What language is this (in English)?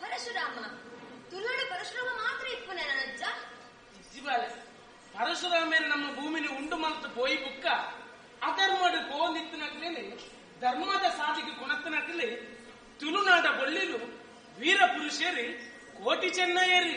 Tulu